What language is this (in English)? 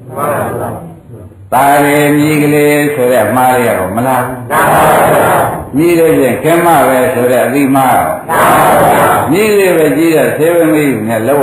Burmese